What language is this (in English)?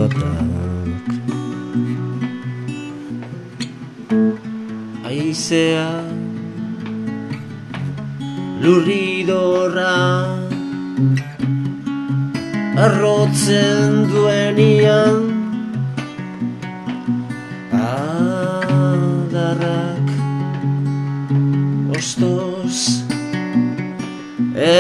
Basque